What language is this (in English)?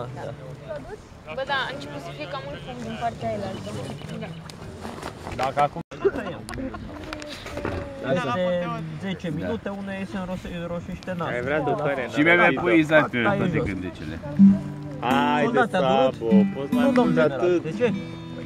Romanian